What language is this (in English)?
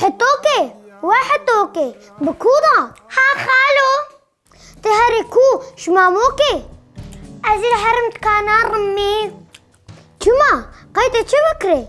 Kurdish